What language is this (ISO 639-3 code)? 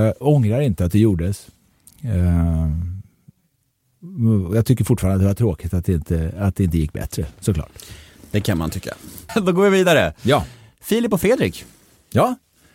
swe